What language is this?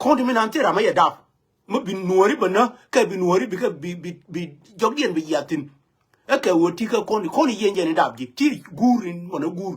Nuer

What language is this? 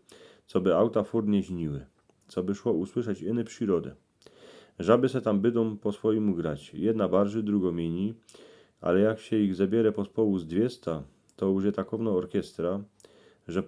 Silesian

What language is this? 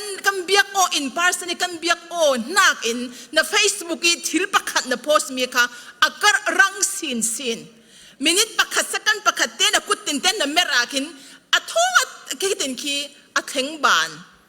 Falam Chin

